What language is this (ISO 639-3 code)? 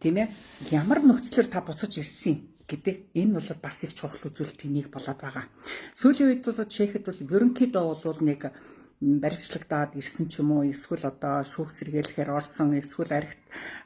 mon